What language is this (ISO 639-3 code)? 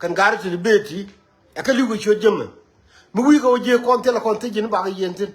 nus